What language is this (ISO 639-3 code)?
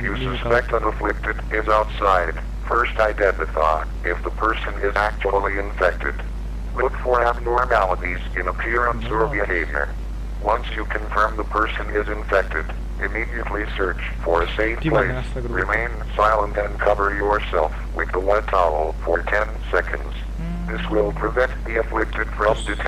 kaa